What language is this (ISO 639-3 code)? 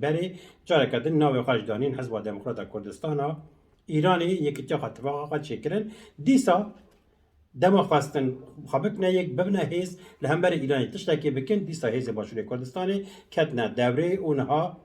kur